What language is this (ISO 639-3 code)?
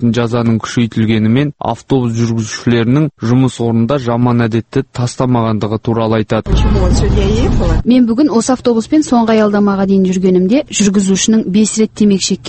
kaz